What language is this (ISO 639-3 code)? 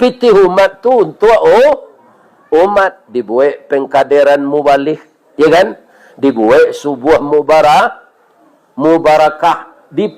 min